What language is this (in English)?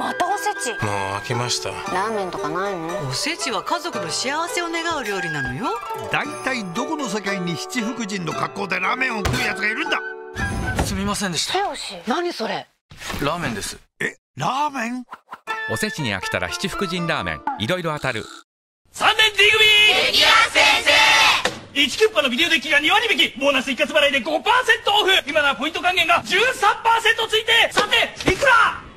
Japanese